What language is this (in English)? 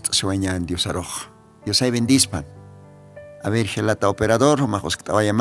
Aymara